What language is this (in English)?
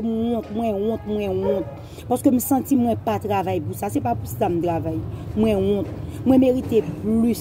Haitian Creole